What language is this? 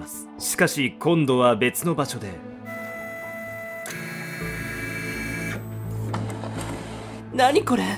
Japanese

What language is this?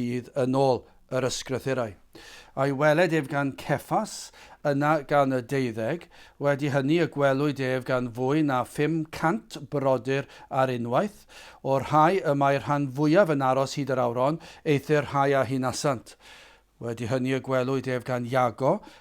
Welsh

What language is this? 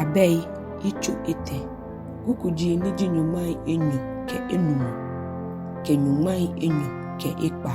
Ga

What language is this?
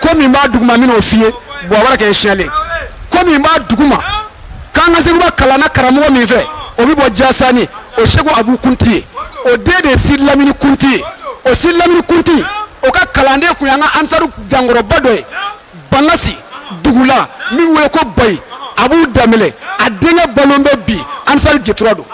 Bambara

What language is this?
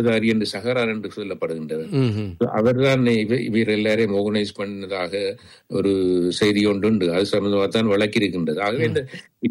Tamil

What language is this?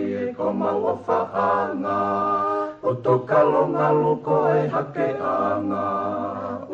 Tongan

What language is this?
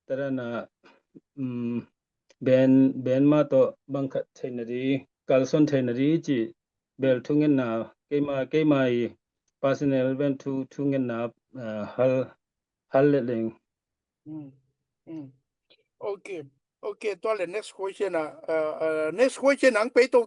Tedim Chin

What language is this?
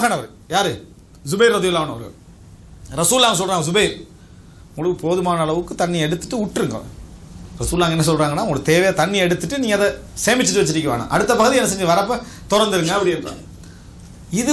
Tamil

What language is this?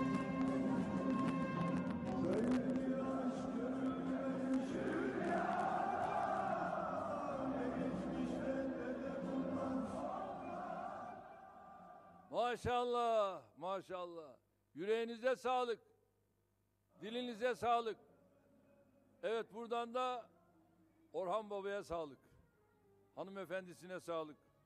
Turkish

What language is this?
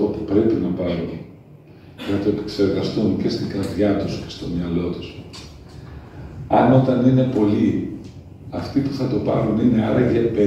Greek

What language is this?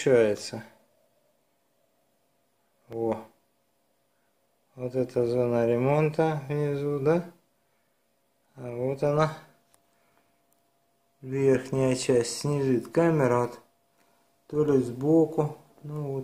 Russian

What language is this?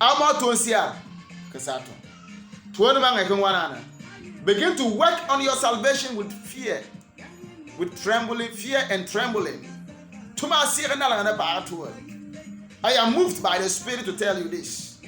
Bimoba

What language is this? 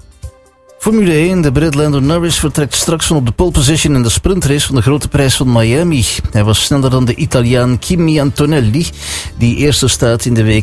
Dutch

